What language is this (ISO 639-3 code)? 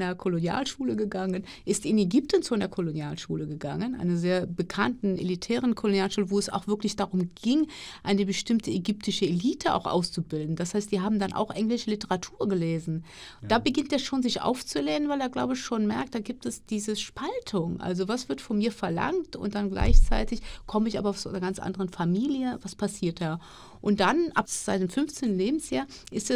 deu